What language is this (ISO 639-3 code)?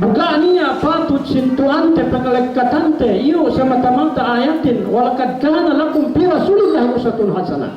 yka